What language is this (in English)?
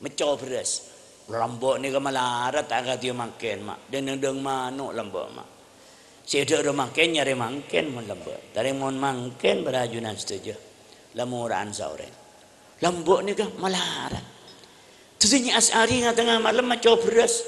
Madurese